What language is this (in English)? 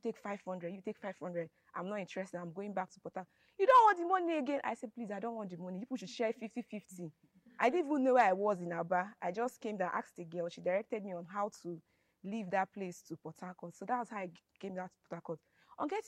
English